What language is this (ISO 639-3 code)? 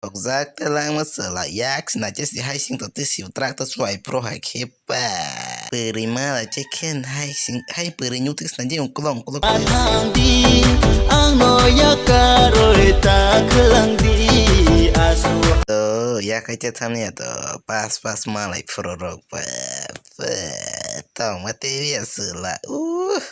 trp